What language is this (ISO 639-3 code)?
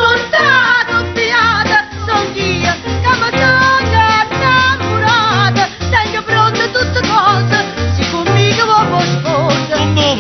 nap